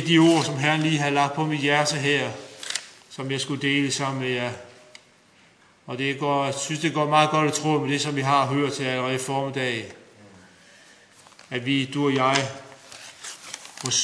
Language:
Danish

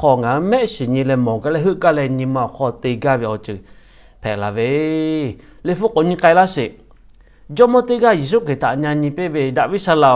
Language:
Lahu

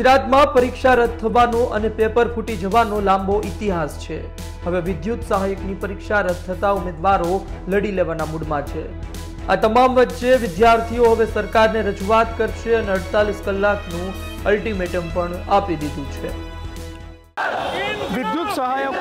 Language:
Gujarati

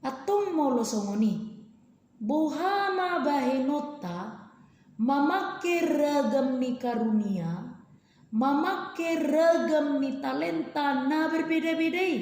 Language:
Batak Toba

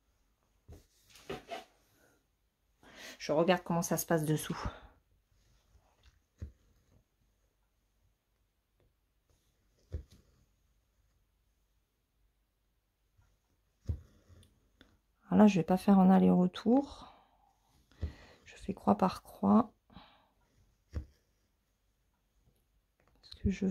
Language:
French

